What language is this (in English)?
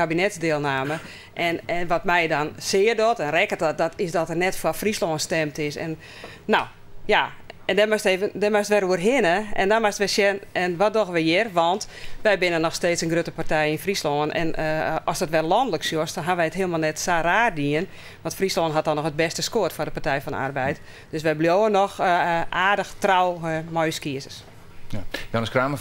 Western Frisian